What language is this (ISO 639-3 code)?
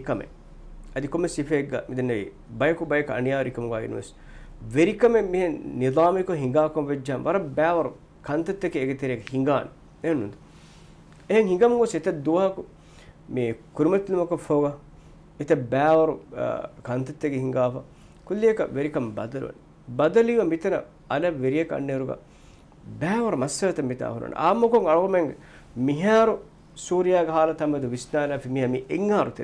div